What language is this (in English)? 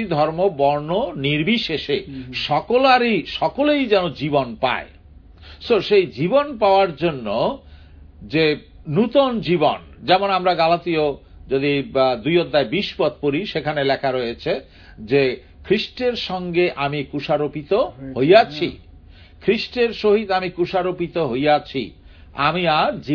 Bangla